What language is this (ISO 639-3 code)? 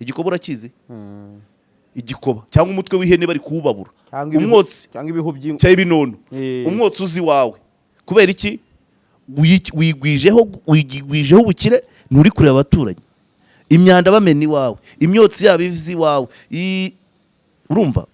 kin